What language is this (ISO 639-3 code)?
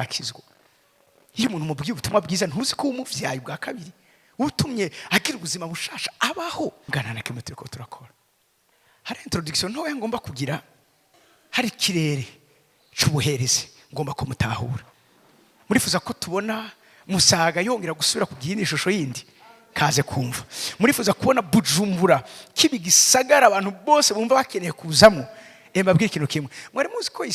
run